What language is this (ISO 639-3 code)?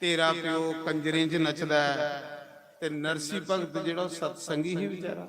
doi